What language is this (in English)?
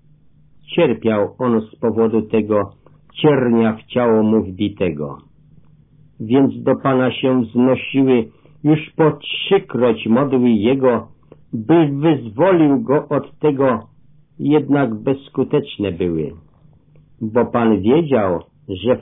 Polish